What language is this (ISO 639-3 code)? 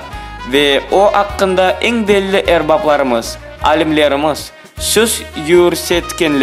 crh